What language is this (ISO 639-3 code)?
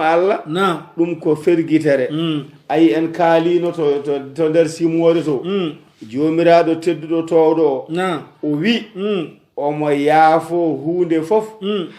ful